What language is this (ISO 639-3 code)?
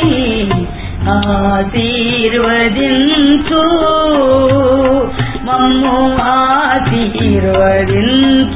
tel